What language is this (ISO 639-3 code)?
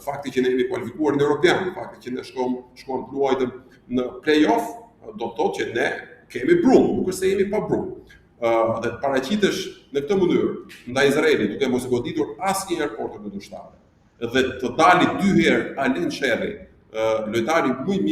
sqi